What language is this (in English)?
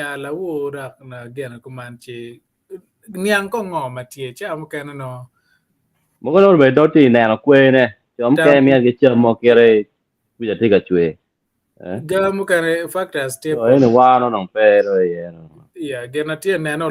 Acoli